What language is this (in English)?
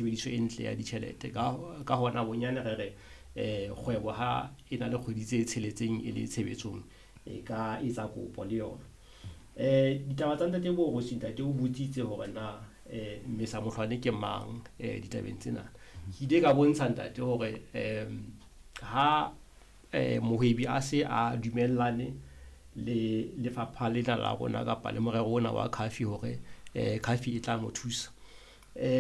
Southern Sotho